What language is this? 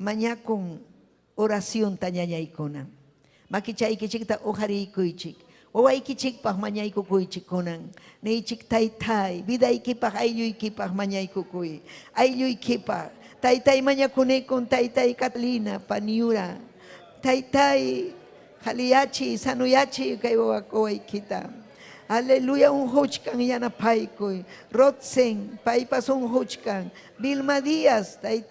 Ayacucho Quechua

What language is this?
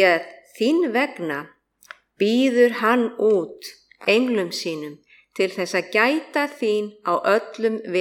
Icelandic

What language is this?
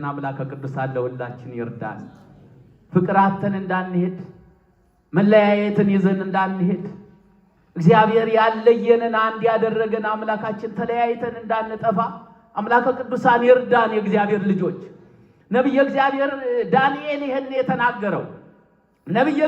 Amharic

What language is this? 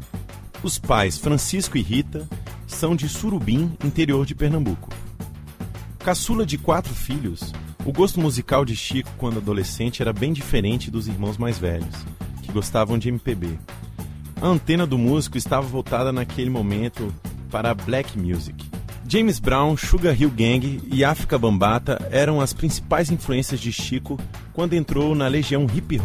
Portuguese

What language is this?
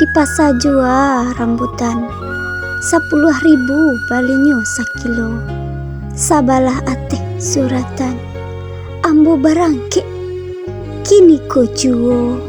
Minangkabau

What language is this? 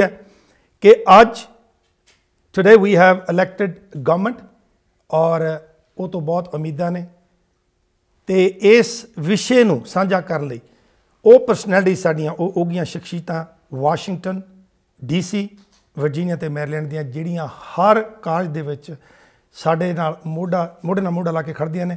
Punjabi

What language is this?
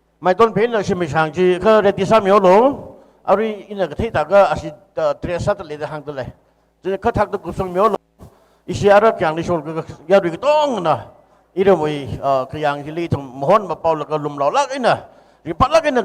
Tangkhul Naga (India)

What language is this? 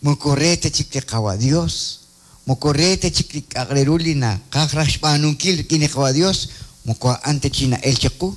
Kekchí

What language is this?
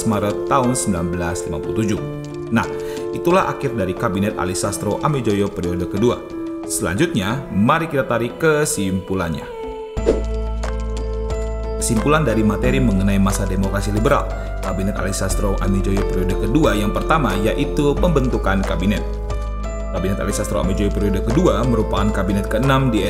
Indonesian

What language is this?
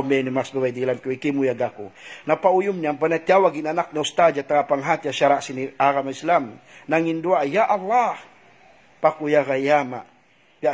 Tausug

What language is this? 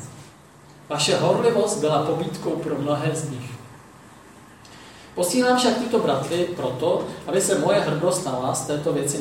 Czech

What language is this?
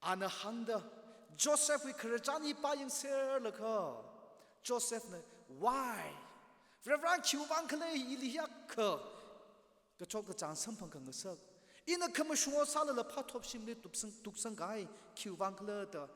Tangkhul Naga (India)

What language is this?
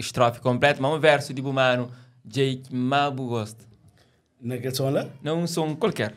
Kabuverdianu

